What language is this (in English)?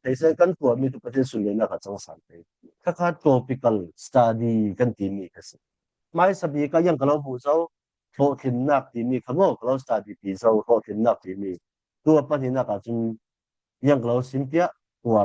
Falam Chin